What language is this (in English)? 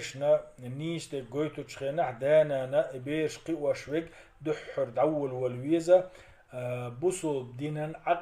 Chechen